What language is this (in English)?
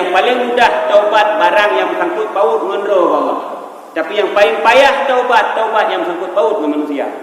Achinese